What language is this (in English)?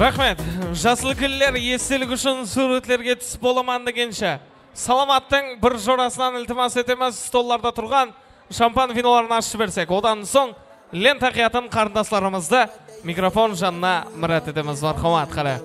Kara-Kalpak